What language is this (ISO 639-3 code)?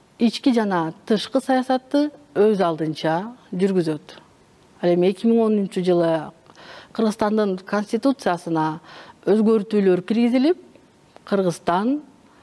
kir